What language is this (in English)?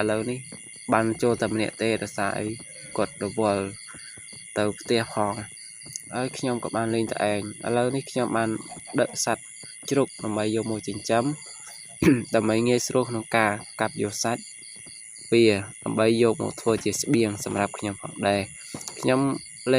Khmer